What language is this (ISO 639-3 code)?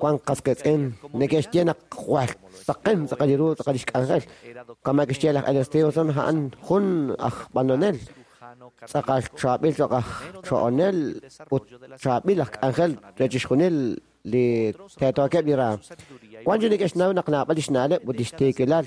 kek